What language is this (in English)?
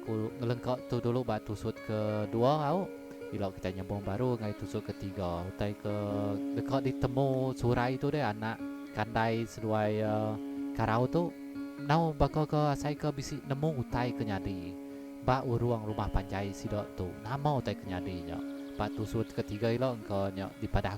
Iban